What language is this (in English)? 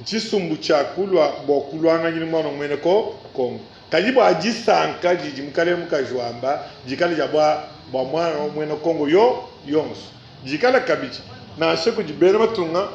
Luba-Lulua